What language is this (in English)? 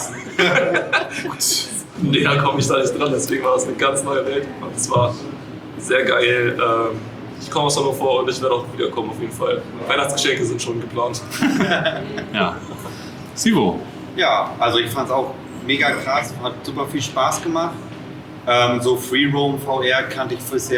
German